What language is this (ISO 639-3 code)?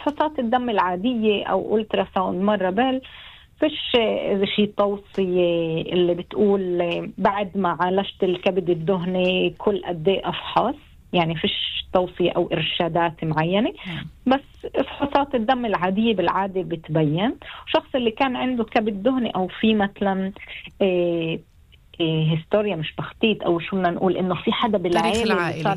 apc